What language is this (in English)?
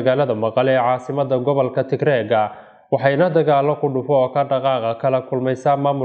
Somali